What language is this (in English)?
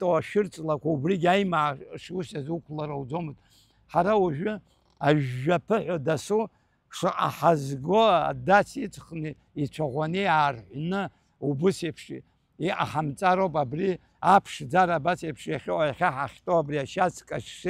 Abkhazian